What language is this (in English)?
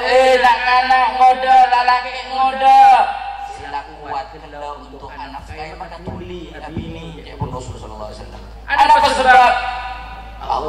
Madurese